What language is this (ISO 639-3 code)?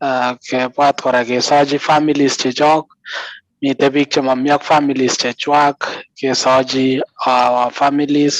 kln